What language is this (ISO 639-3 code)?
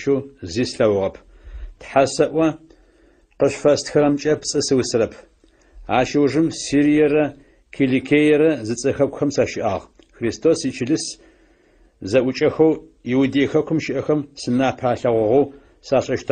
ady